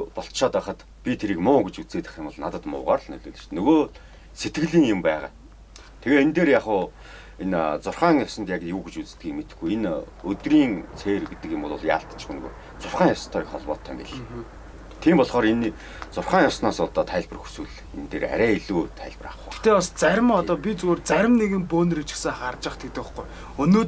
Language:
Mongolian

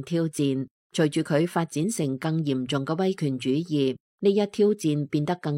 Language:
Cantonese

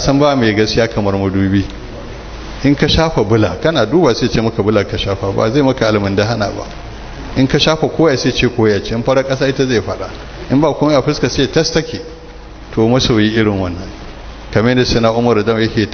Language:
Hausa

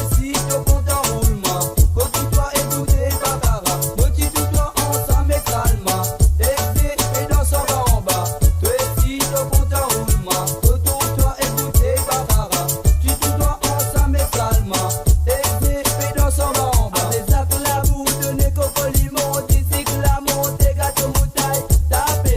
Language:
Morisyen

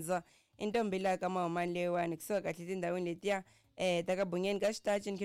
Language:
Tsonga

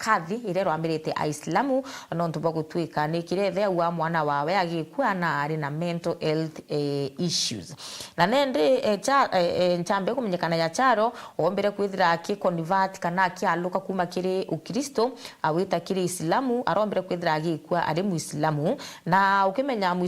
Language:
Meru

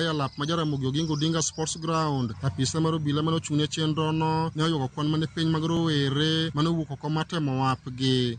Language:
Luo (Kenya and Tanzania)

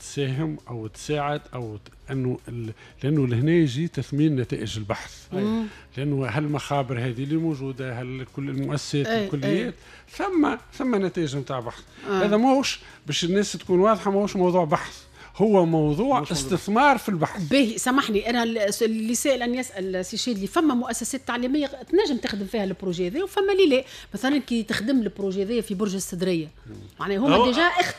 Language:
Tunisian Arabic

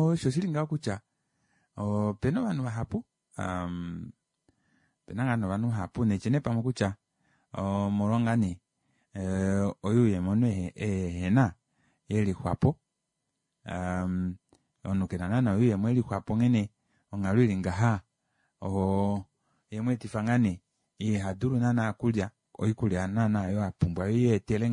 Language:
Kuanyama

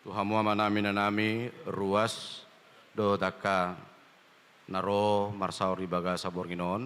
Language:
Batak Toba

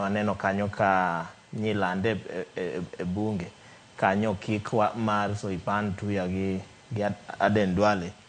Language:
Luo (Kenya and Tanzania)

